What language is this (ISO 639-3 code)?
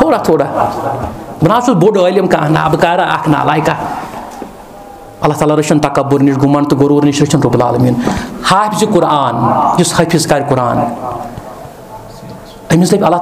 kas